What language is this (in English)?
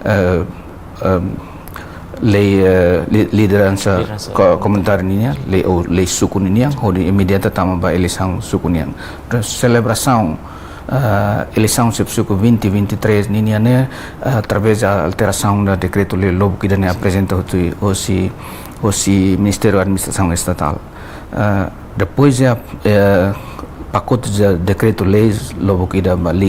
Tetum